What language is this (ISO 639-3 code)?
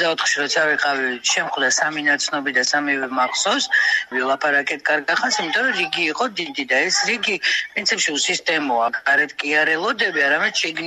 kat